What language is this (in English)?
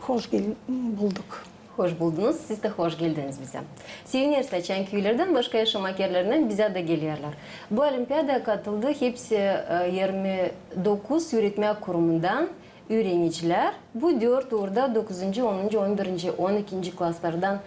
Gagauz